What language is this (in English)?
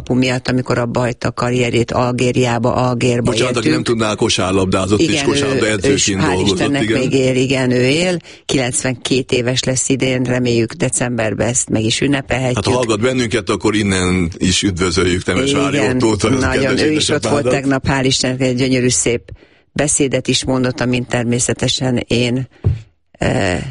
Hungarian